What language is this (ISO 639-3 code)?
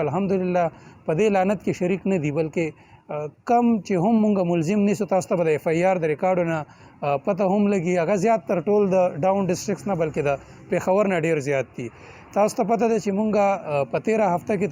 pus